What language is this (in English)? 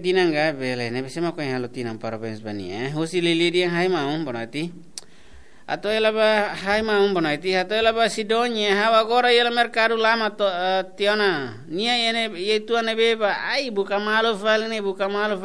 Tetum